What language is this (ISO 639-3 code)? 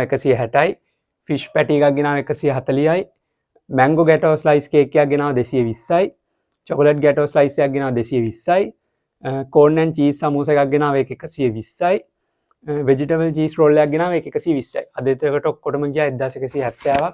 sin